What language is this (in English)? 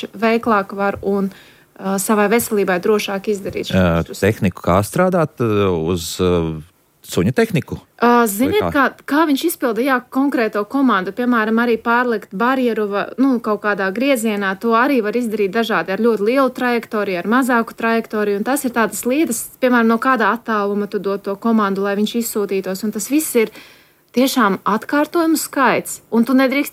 Latvian